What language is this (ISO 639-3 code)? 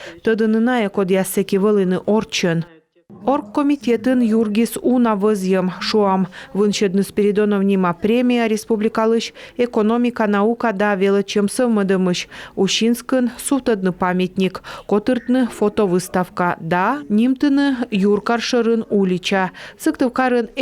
kom